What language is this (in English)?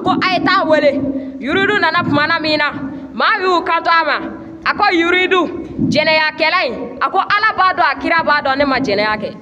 Bambara